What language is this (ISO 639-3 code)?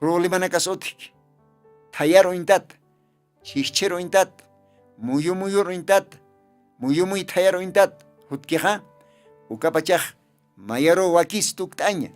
aym